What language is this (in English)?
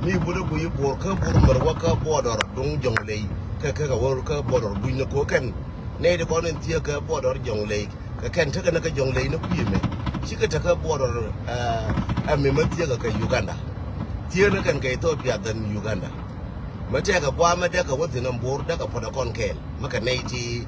Nuer